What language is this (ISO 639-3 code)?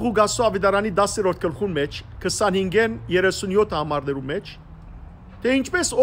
hyw